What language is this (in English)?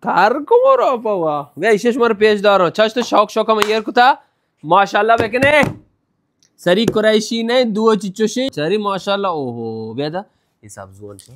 Baluchi